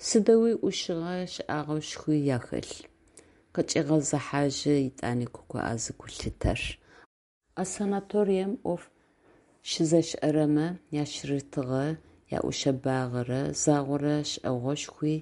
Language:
Adyghe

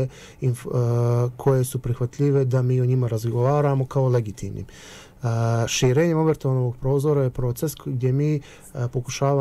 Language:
Serbian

